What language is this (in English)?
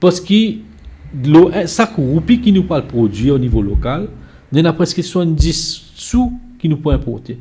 Morisyen